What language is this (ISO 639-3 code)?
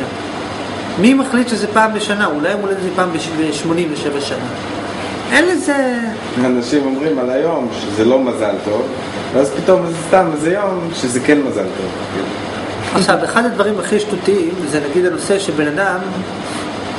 heb